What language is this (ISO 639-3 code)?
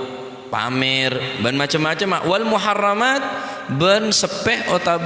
mad